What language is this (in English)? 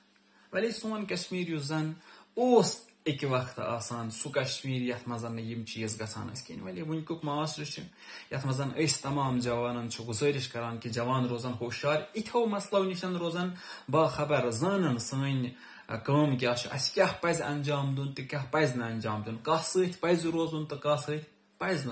Kashmiri